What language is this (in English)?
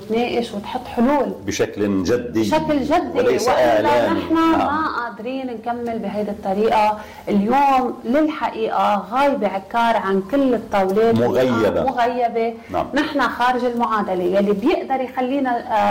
North Levantine Arabic